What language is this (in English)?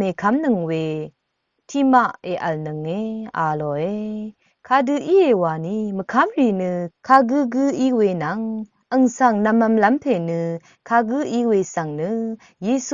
Rawang